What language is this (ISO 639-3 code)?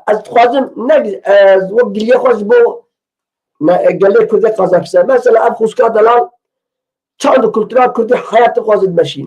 kur